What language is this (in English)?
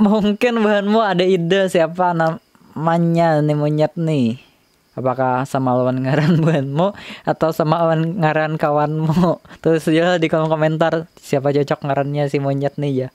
Banjar